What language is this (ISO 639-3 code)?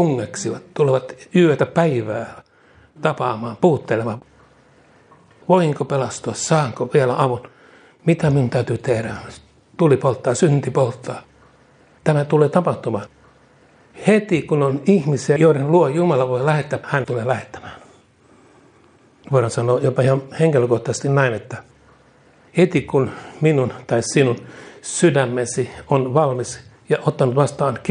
fin